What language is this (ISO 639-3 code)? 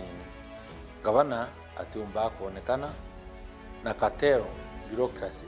mer